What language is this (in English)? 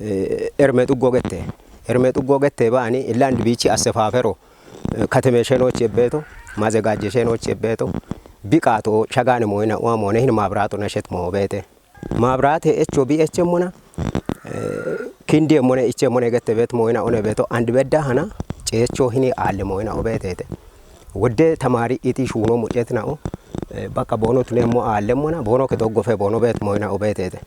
Kafa